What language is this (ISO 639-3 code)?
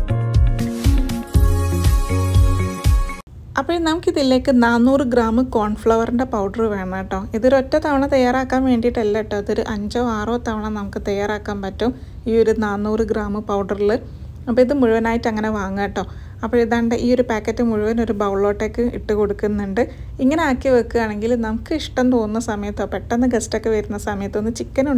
mal